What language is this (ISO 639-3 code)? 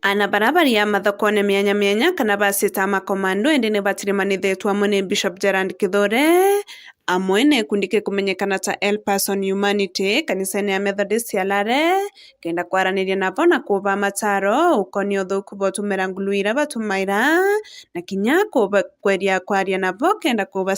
mer